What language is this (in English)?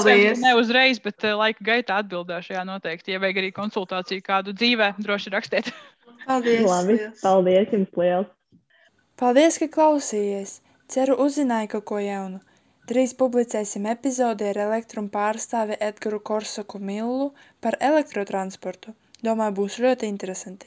Latvian